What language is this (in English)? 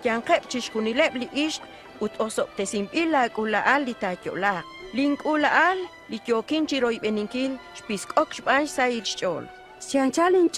Kekchí